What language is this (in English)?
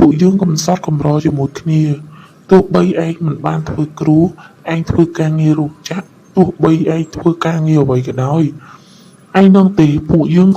Khmer